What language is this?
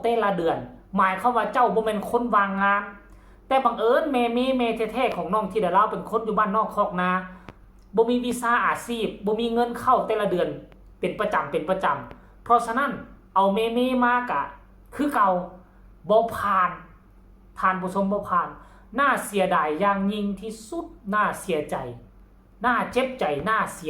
Northeastern Thai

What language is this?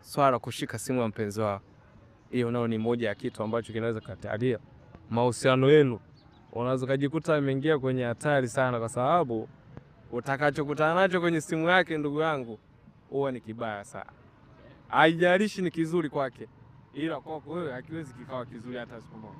Swahili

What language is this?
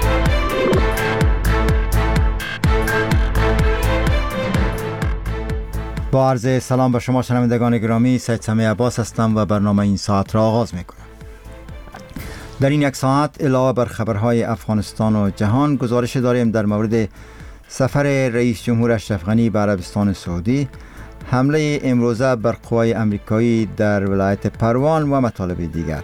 Persian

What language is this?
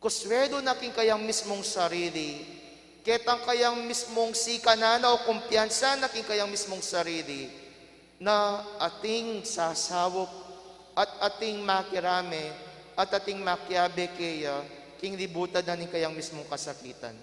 Pampanga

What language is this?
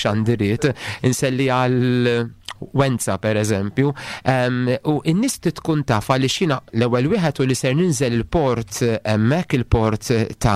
Maltese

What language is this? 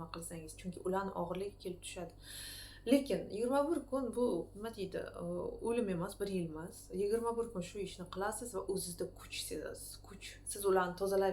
Uzbek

